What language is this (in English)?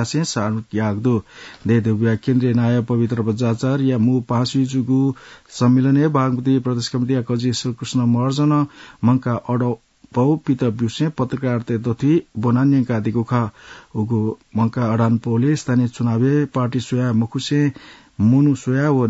Newari